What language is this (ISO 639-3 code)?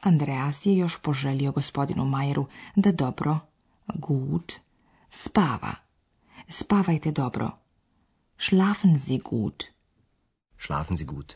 slv